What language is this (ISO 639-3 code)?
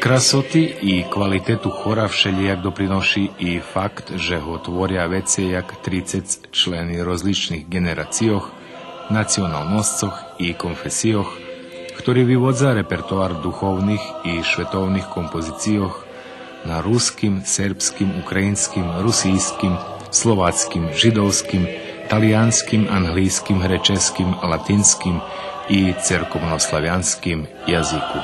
rue